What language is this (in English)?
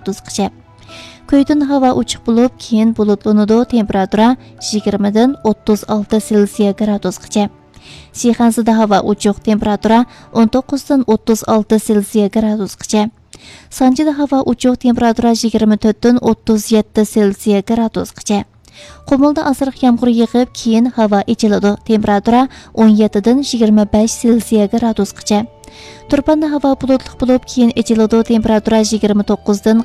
Uyghur